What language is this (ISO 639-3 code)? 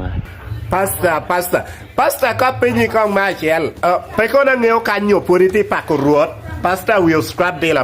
ach